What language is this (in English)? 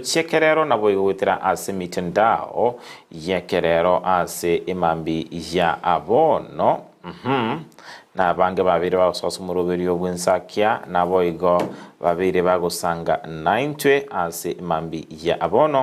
Gusii